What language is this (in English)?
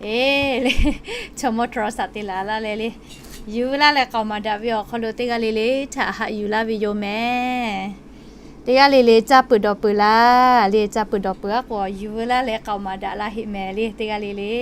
Lahu